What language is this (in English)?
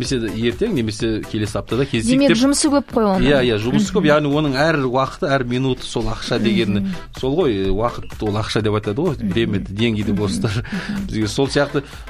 Kazakh